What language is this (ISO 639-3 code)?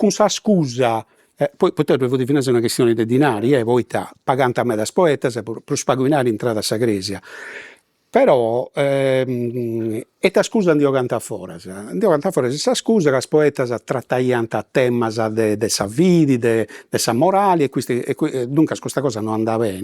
srd